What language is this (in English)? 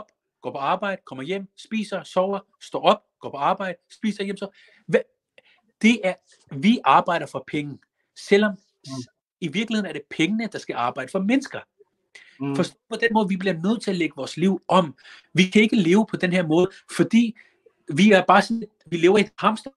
Danish